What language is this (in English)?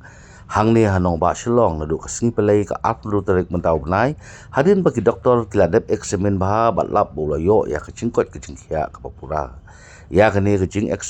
Khasi